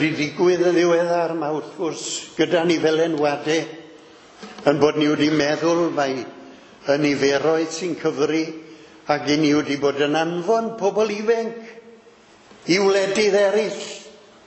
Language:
Welsh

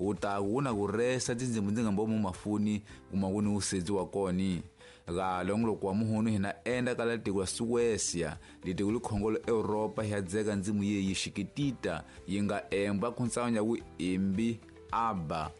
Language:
Tsonga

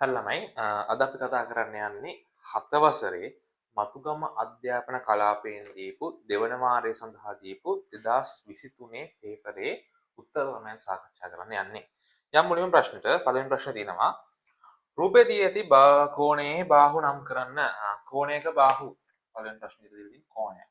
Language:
Sinhala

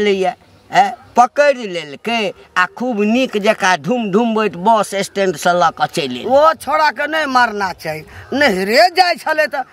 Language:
Maithili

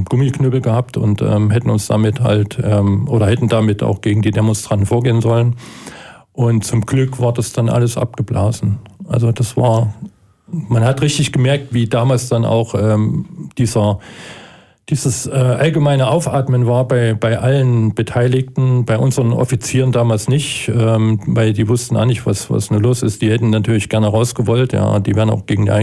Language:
German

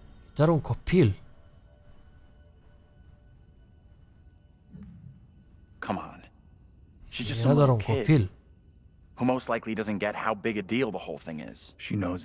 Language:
Romanian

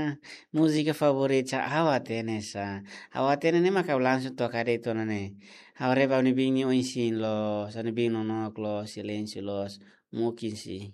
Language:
Tetum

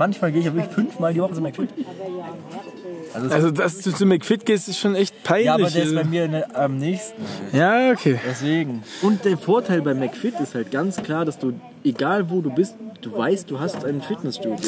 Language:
German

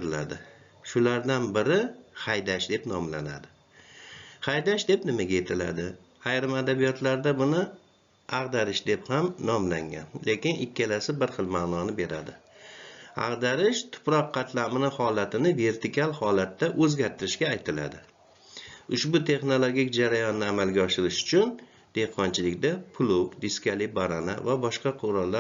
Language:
Uzbek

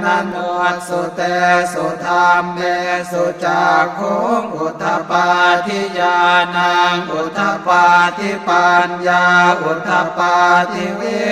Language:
Pali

